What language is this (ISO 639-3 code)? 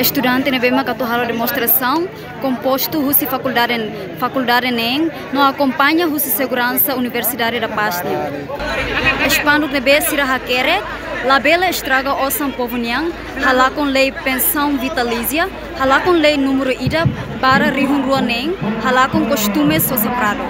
tet